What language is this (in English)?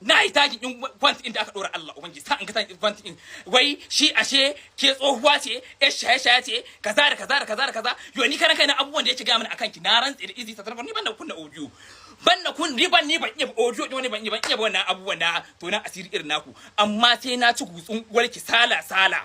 Hausa